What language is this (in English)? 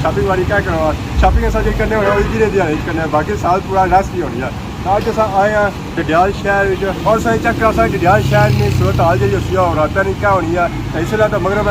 Pahari-Potwari